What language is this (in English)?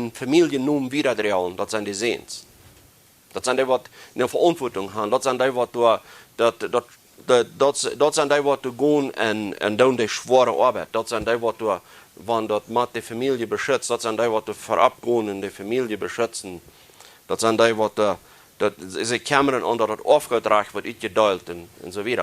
Plautdietsch